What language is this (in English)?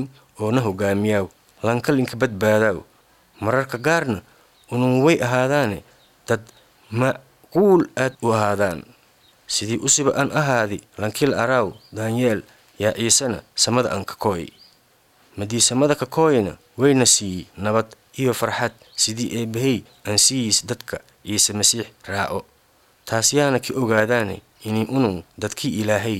Somali